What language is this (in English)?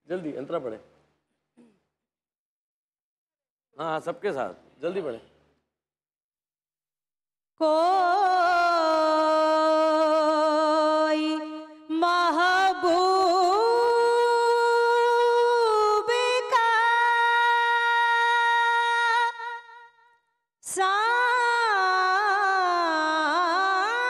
Hindi